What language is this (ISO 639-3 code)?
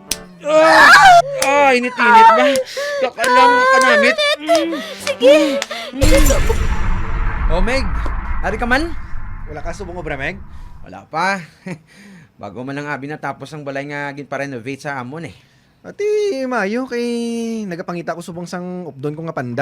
hil